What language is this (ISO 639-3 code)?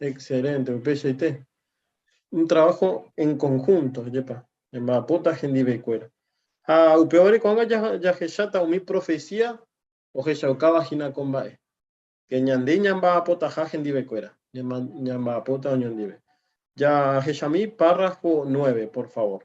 grn